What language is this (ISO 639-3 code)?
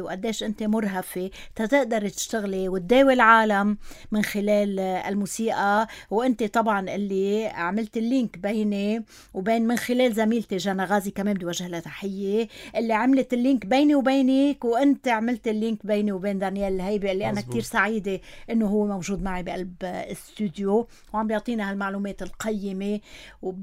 apc